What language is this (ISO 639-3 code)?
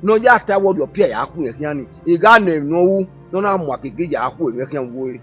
bin